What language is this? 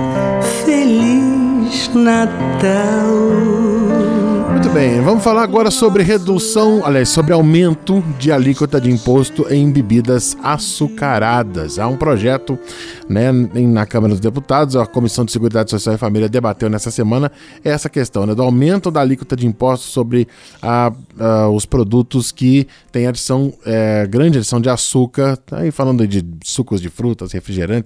Portuguese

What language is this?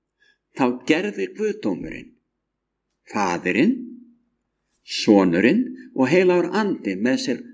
Icelandic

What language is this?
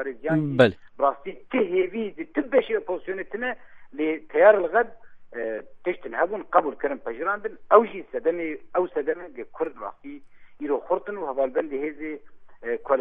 Kurdish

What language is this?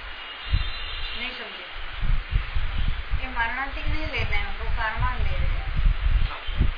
Hindi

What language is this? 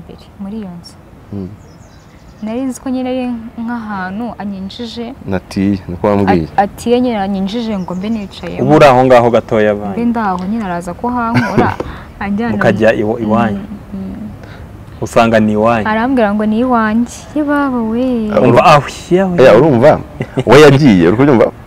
Kinyarwanda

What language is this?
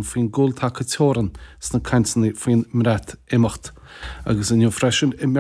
Irish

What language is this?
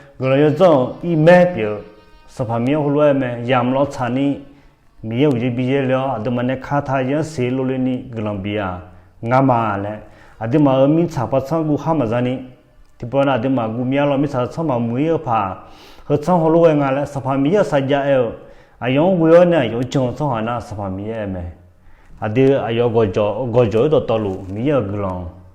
Akha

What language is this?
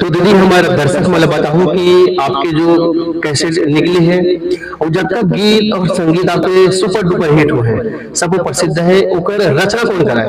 Chhattisgarhi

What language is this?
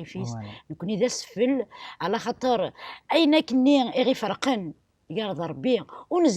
Kabyle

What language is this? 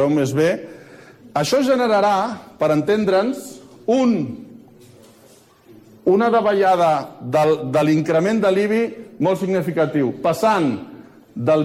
Catalan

